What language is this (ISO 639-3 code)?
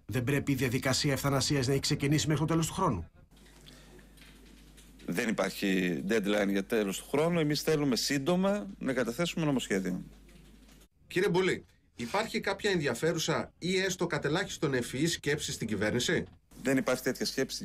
ell